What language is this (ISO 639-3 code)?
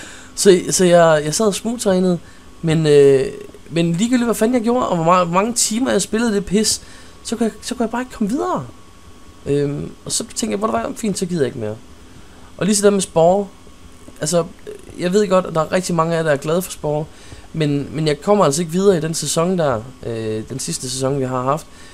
dan